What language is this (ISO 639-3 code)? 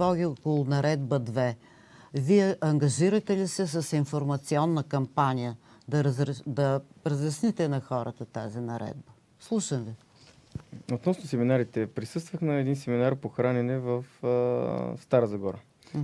bul